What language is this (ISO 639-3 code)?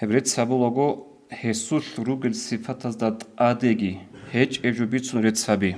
ava